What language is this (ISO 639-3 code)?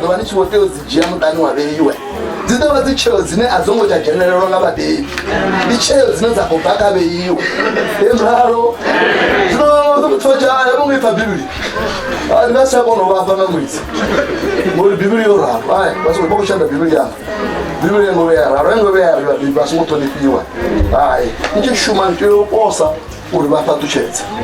ven